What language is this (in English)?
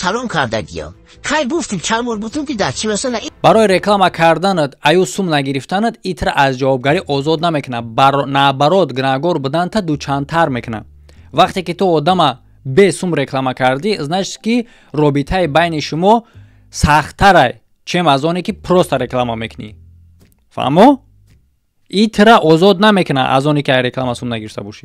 Tajik